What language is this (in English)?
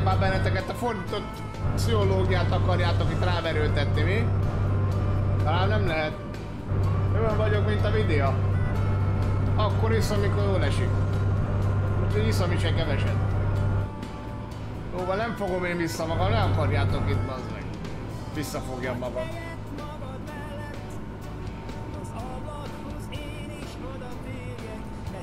Hungarian